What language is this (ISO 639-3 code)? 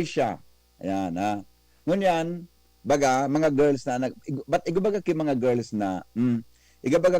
bik